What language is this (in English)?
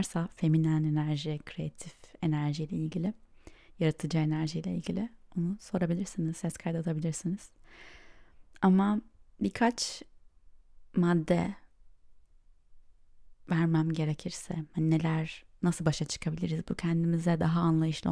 Turkish